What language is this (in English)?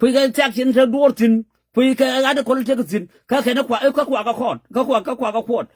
Nuer